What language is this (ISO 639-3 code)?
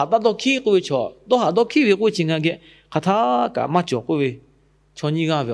lhu